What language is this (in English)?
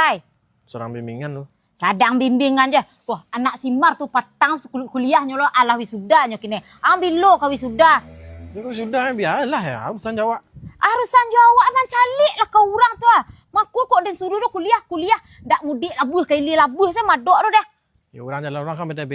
Minangkabau